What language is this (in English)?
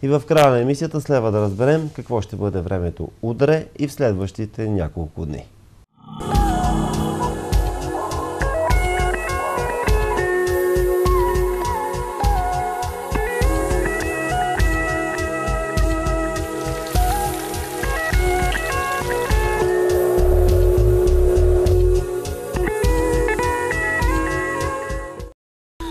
Bulgarian